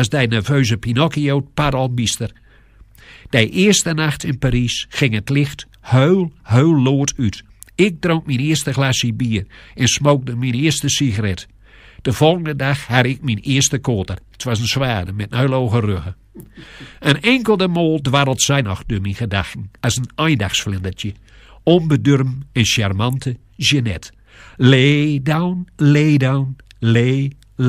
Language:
Gronings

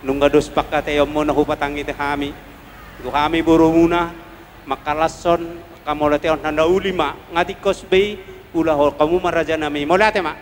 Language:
Batak Toba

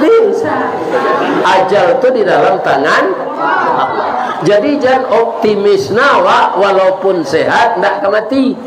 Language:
Minangkabau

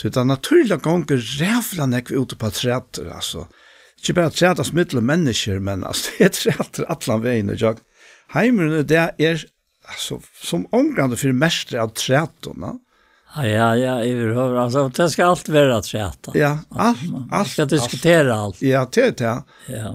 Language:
Faroese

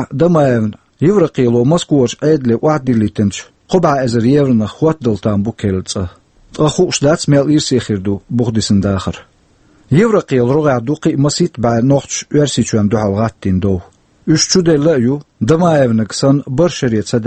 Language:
Chechen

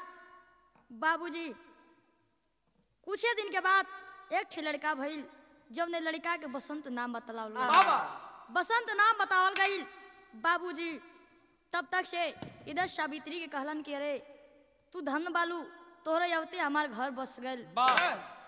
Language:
Bhojpuri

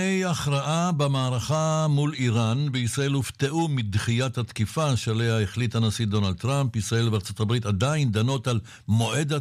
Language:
Hebrew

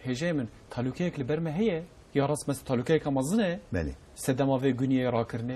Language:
Kurdish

